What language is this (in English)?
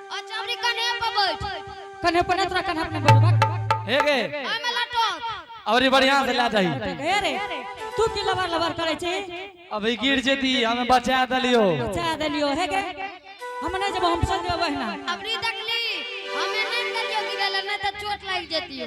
Angika